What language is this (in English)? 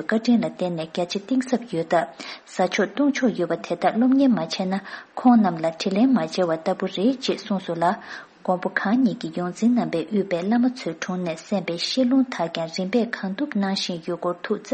Tibetan